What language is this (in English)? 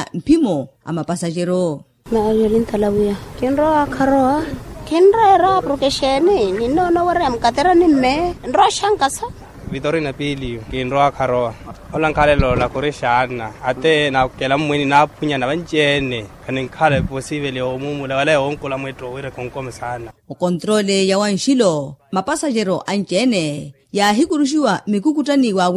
Makhuwa